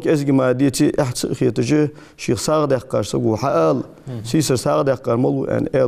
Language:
Ingush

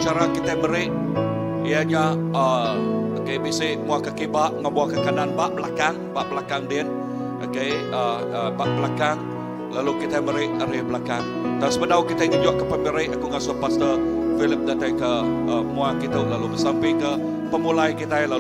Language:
Iban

